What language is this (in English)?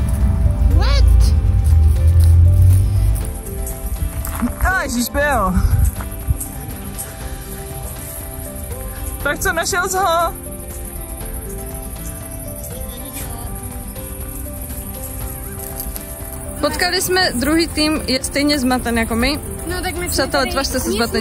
Czech